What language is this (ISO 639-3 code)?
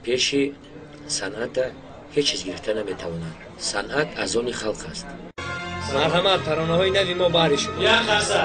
tgk